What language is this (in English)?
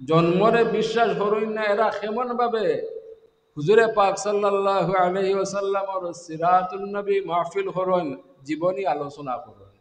Sylheti